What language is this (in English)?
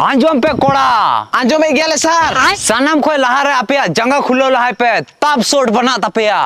Santali